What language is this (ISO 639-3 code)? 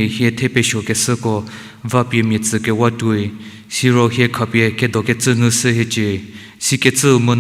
njm